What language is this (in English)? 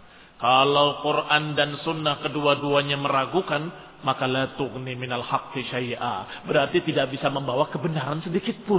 Indonesian